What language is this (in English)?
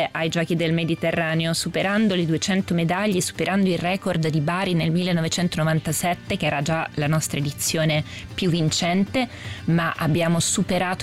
Italian